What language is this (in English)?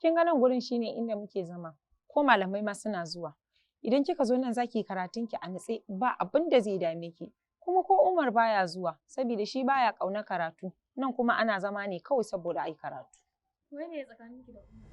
Hausa